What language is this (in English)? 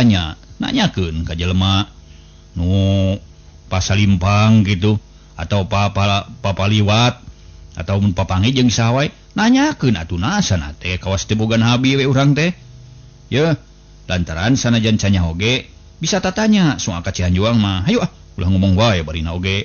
Sundanese